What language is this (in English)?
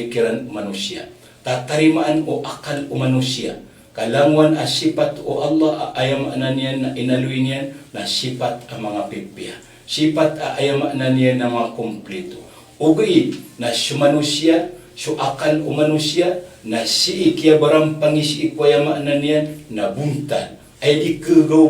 Maranao